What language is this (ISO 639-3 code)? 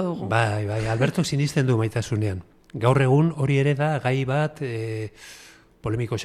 eus